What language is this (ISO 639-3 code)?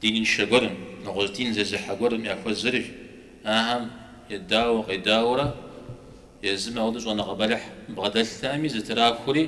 kbd